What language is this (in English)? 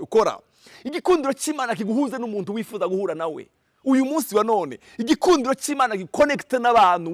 Rundi